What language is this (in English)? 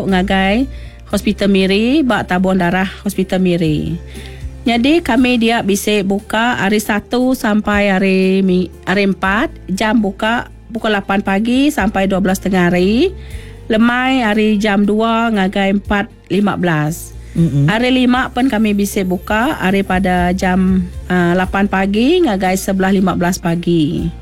Iban